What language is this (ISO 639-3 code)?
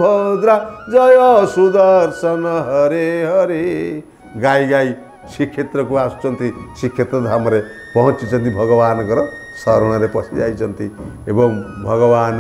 ori